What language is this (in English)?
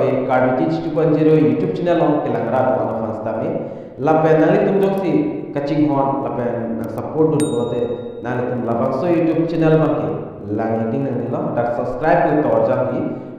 Karbi